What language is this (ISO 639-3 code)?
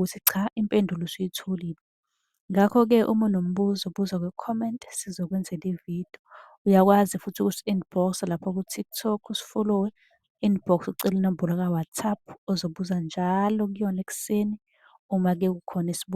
zul